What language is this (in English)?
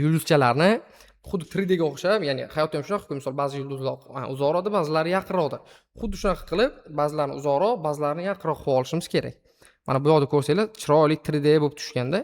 Uzbek